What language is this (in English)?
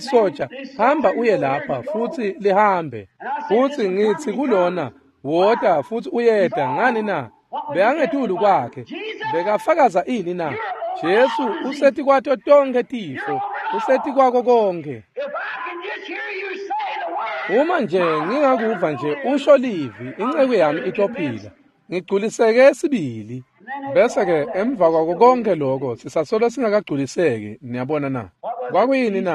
Swati